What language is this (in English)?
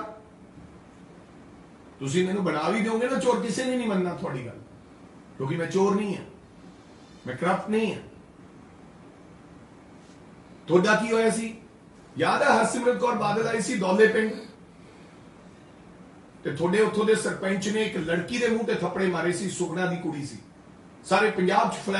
Punjabi